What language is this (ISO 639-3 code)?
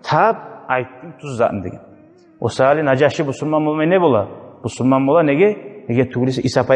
kum